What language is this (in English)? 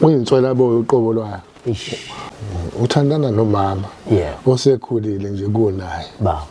Zulu